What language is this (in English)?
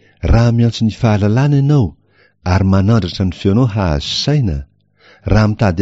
Malagasy